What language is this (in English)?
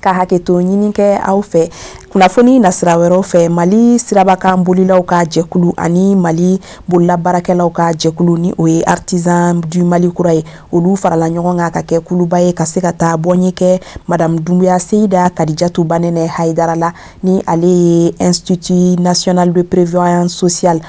Bambara